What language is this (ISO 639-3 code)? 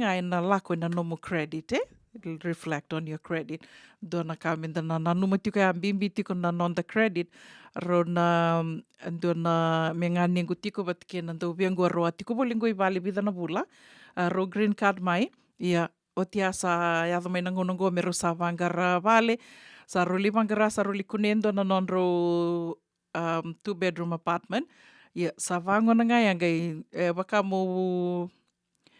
fij